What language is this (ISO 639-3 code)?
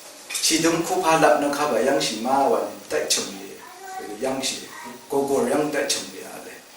raw